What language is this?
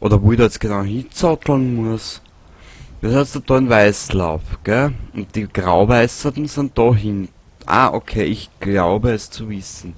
Bavarian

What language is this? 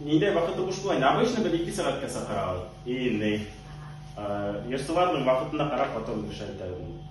Bashkir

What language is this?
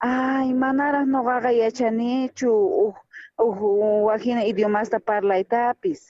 South Bolivian Quechua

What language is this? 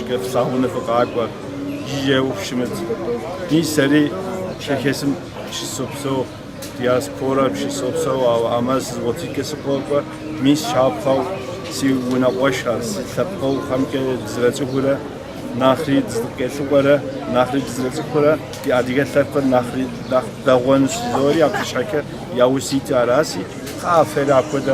Kabardian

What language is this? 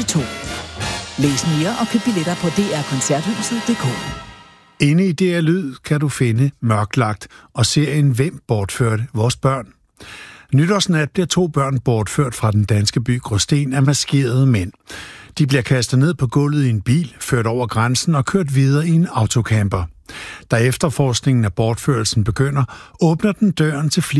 Danish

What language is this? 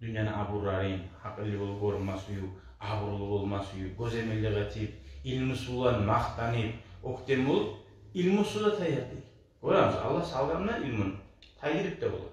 Kumyk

